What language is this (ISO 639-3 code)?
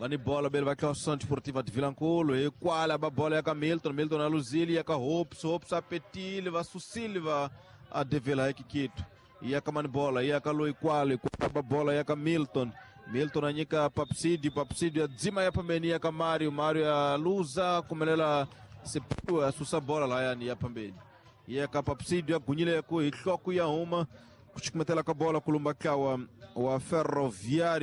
tso